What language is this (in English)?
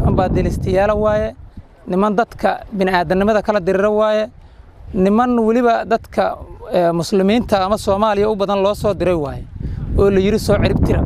Somali